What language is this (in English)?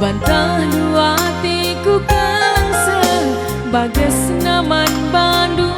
Batak Karo